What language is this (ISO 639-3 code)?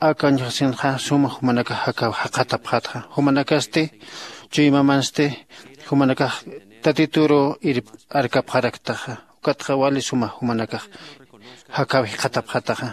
aym